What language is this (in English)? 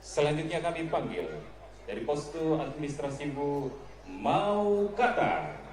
Tetum